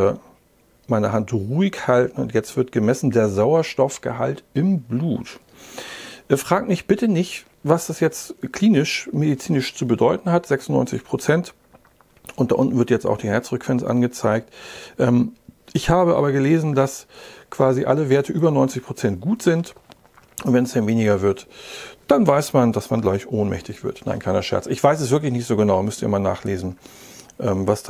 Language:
German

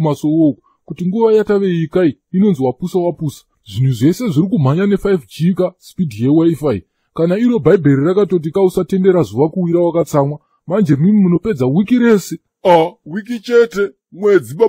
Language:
Shona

